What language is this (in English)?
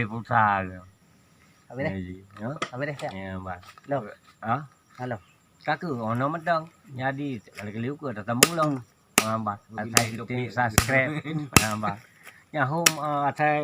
Achinese